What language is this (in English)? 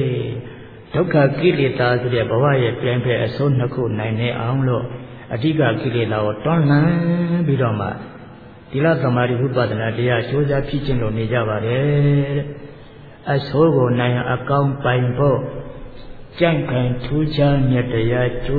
Burmese